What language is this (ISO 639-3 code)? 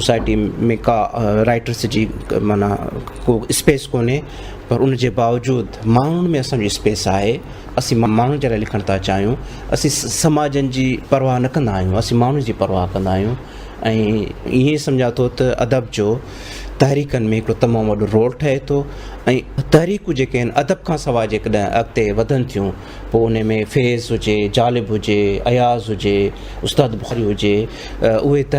snd